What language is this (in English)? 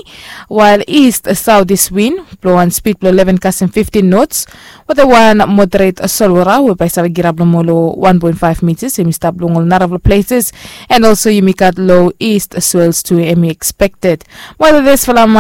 Bislama